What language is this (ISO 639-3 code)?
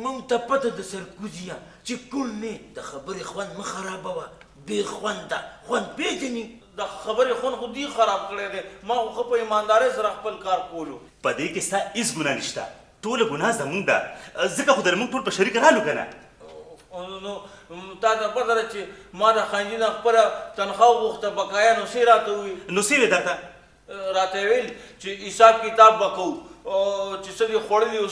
pus